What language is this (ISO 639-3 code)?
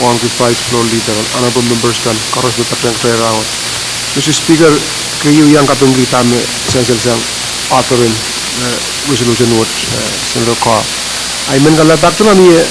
pon